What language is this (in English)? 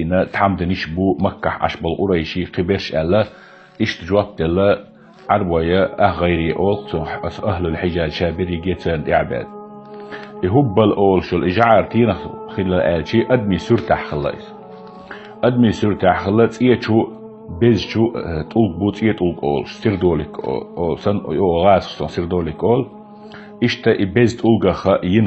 Chechen